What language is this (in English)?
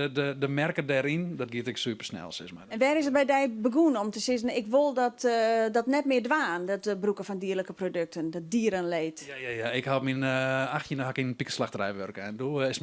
Western Frisian